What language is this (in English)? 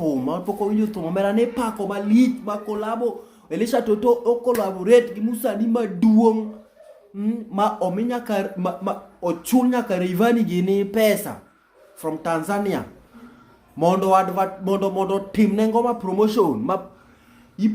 Luo (Kenya and Tanzania)